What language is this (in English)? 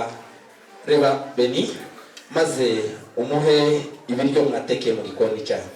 Kinyarwanda